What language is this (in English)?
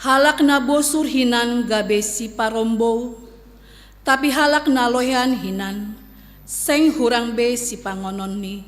Batak Simalungun